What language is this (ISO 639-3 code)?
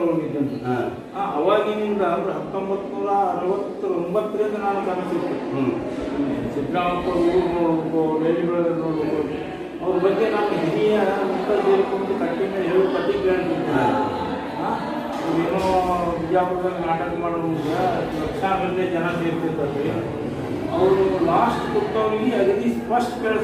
kan